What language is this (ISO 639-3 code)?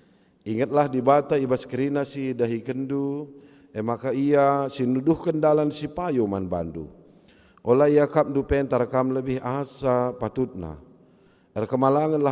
btx